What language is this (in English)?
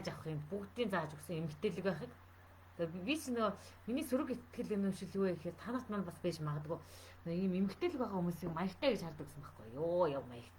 Mongolian